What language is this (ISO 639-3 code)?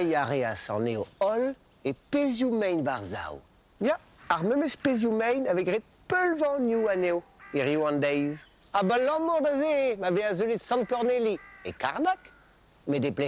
bre